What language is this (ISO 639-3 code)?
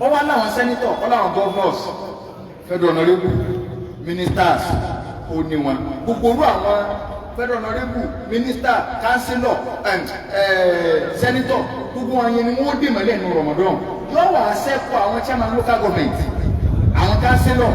yor